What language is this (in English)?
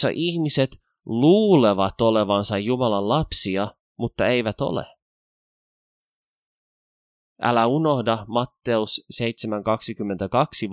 Finnish